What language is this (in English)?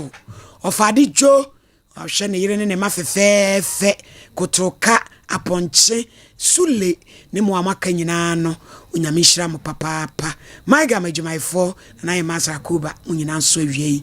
Akan